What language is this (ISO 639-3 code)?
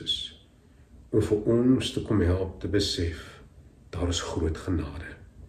afr